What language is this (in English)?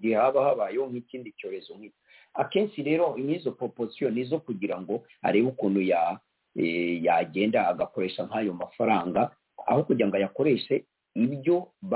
Kinyarwanda